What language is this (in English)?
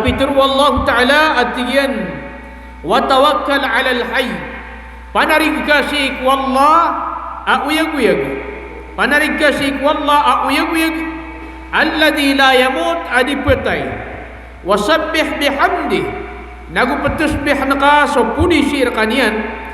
Maranao